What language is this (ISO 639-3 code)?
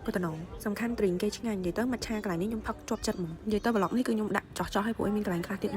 khm